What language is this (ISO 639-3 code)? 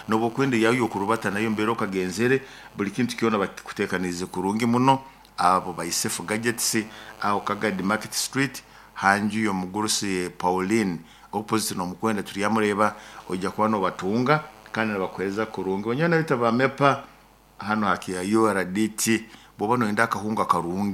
nyo